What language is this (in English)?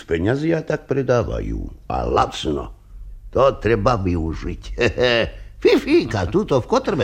Slovak